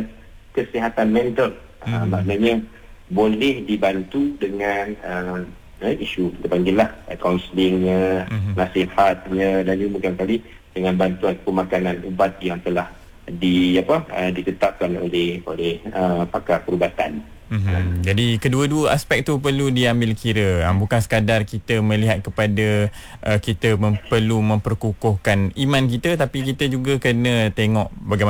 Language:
Malay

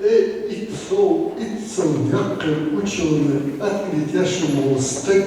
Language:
Chechen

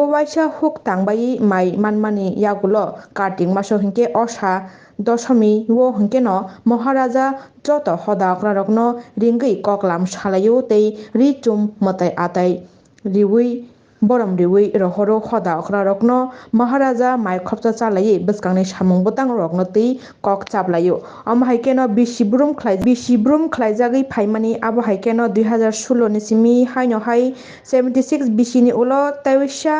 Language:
Kok Borok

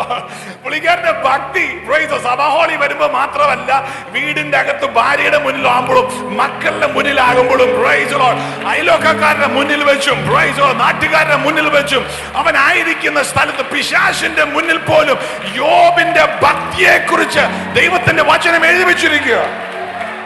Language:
Malayalam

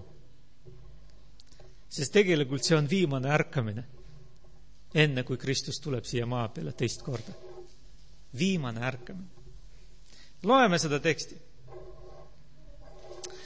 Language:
Estonian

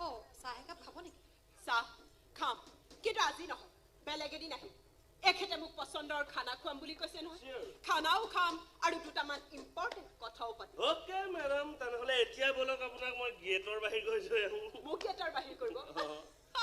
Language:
Assamese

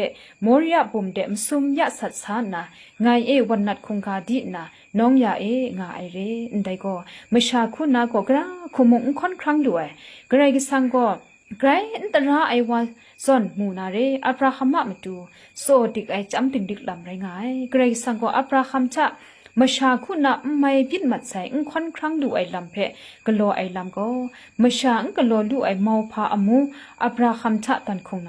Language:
Kachin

